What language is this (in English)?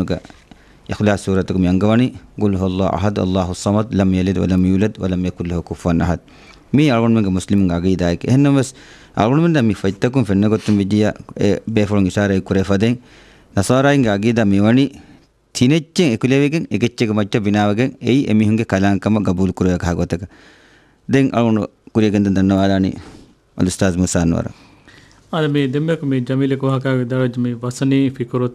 Divehi